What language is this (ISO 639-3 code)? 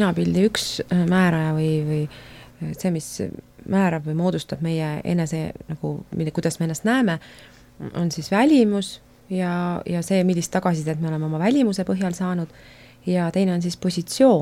est